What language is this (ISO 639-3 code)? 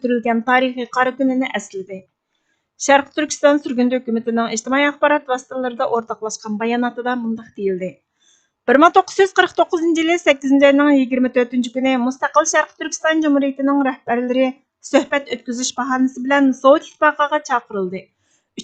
uig